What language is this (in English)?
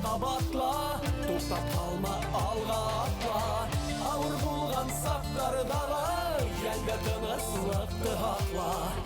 Bashkir